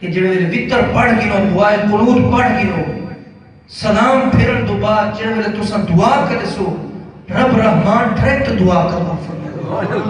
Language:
Saraiki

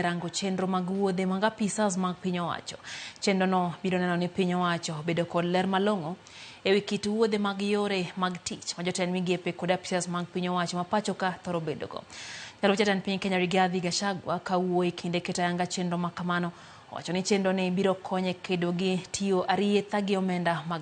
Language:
Luo (Kenya and Tanzania)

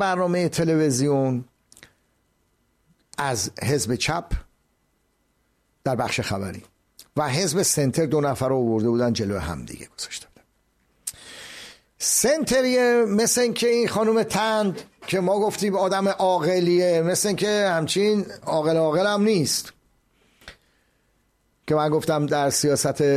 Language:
Persian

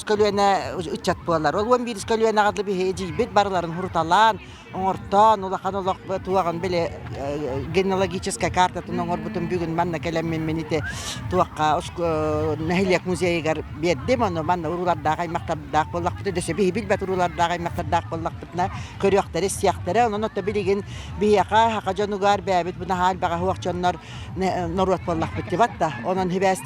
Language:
Yakut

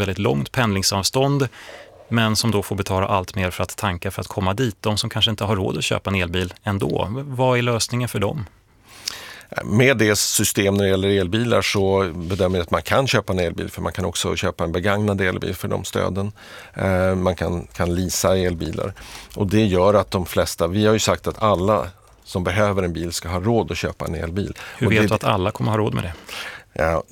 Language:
Swedish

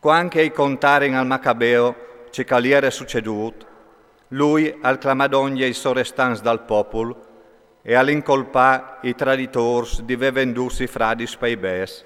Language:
Friulian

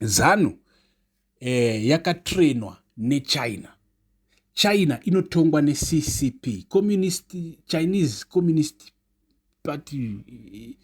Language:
Shona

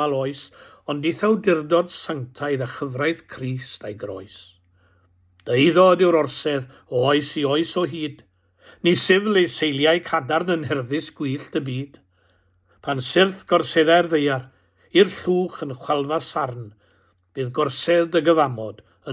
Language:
Welsh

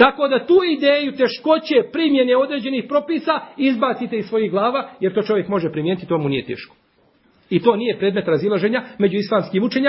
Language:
Bosnian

